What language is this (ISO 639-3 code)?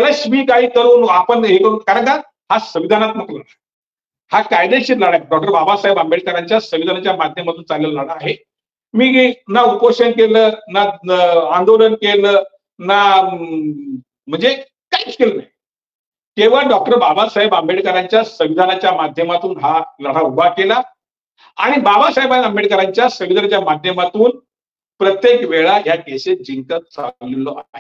mar